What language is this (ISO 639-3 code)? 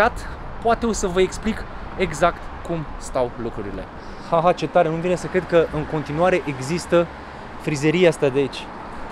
ron